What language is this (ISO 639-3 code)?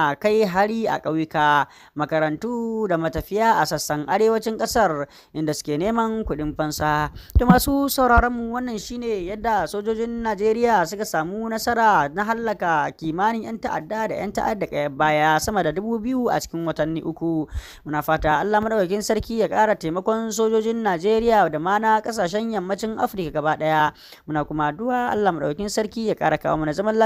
hau